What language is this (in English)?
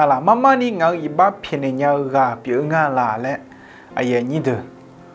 Akha